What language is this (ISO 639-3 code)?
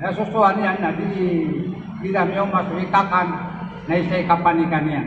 mrw